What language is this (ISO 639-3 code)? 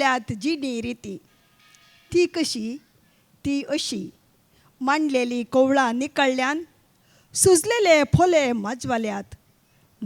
kok